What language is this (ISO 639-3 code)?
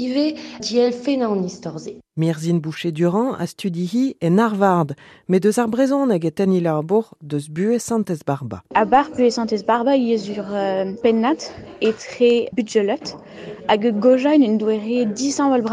bre